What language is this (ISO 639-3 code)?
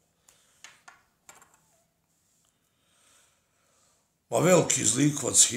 bos